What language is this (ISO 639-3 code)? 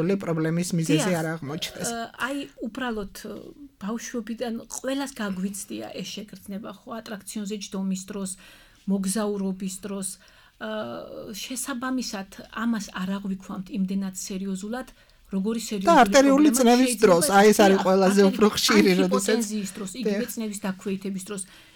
kat